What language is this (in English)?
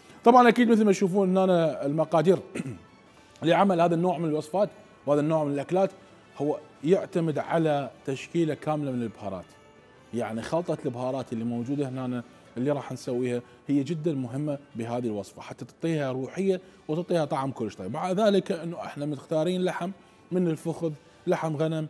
Mesopotamian Arabic